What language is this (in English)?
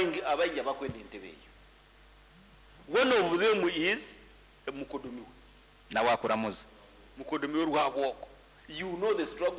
Nyankole